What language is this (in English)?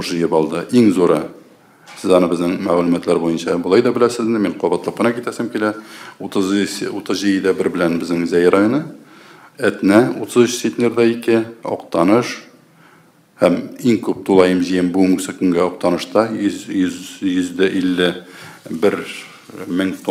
Tatar